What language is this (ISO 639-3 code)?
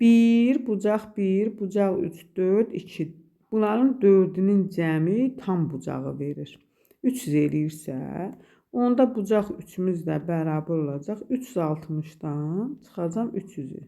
aze